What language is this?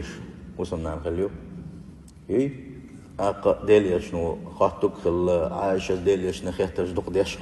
Chechen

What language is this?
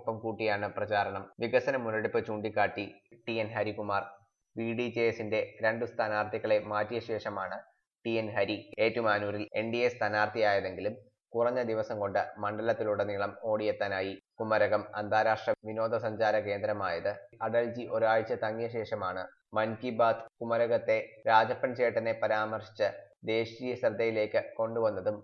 Malayalam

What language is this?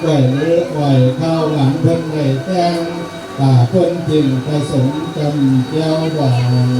Northeastern Thai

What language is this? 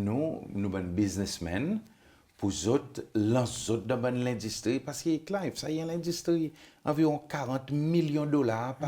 Seselwa Creole French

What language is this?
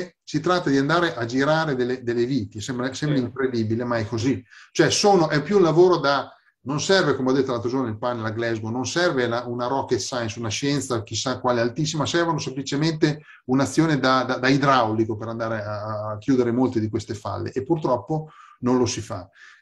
Italian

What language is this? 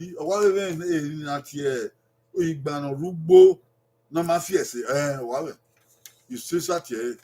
Bini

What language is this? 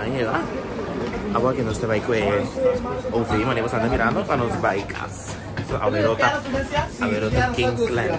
Papiamento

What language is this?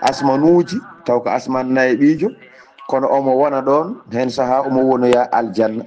Fula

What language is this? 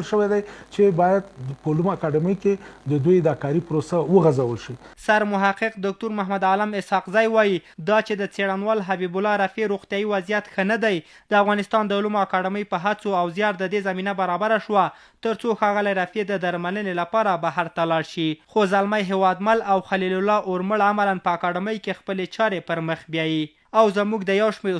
Pashto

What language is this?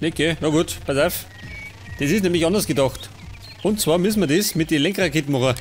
Bavarian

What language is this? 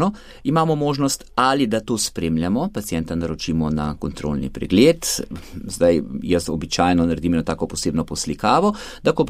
Slovenian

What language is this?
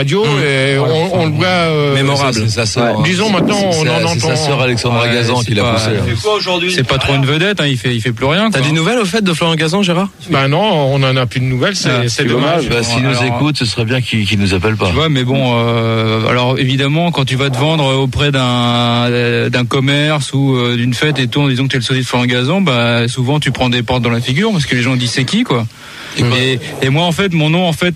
French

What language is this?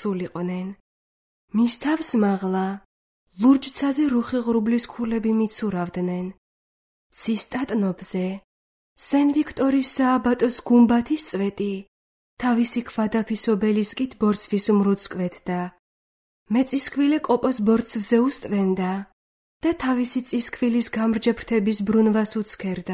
Georgian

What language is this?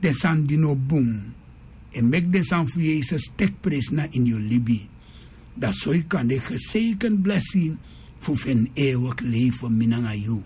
Sranan Tongo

